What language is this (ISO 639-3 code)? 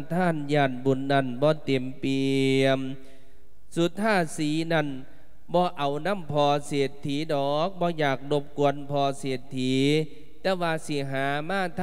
lao